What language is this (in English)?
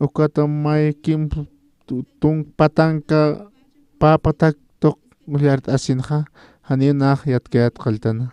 Aymara